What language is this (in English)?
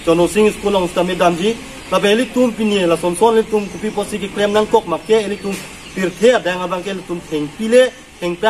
Karbi